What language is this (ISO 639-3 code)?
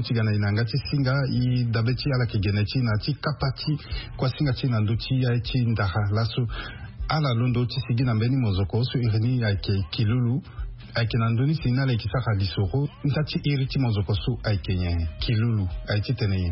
sag